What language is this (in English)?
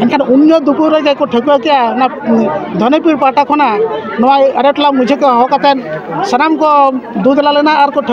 Santali